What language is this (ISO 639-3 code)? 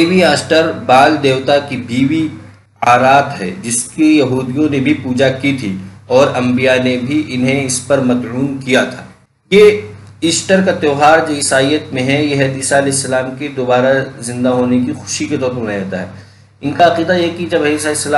urd